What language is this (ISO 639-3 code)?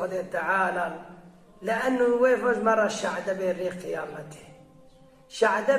kur